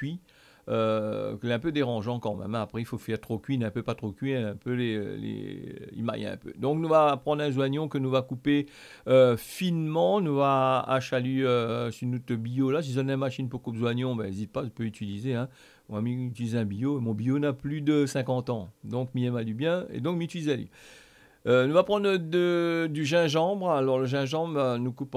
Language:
Réunion Creole French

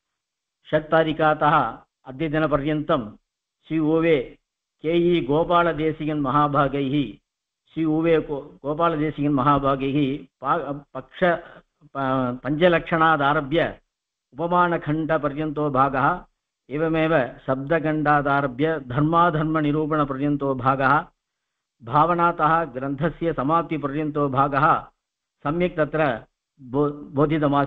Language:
Sanskrit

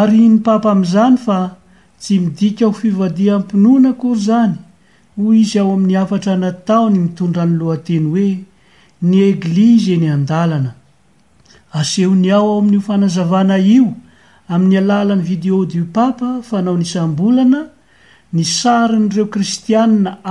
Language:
Malagasy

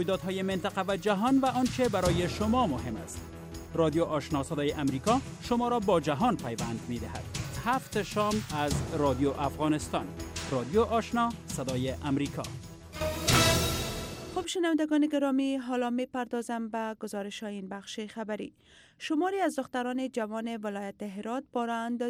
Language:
Persian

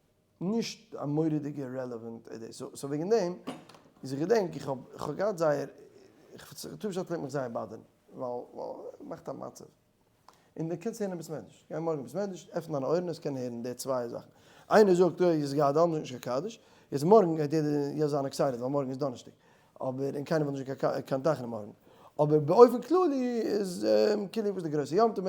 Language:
Yiddish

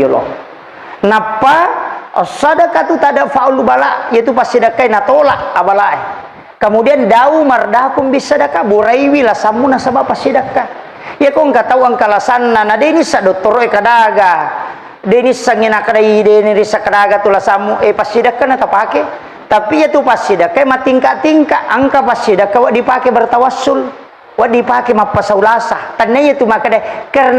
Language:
Buginese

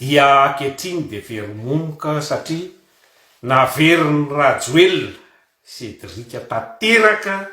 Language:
Malagasy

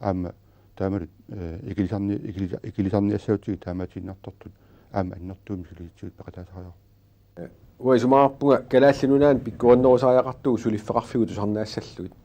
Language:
Kalaallisut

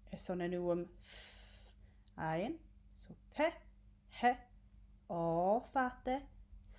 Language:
Scottish Gaelic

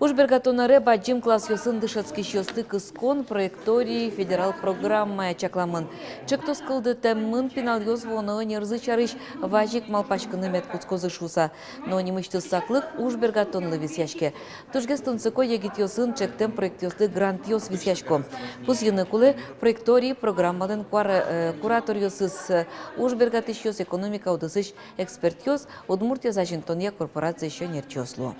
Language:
Udmurt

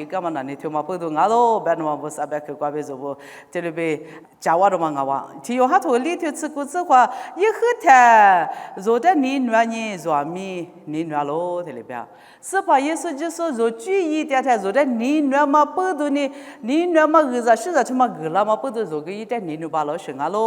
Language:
Lisu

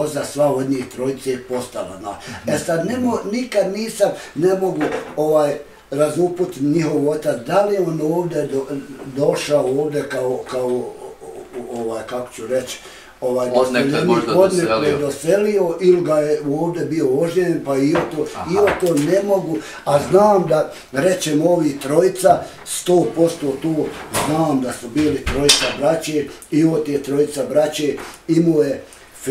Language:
Bosnian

